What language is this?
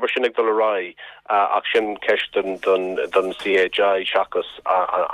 Irish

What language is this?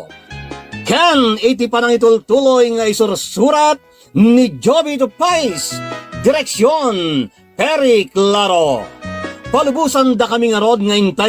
Iloko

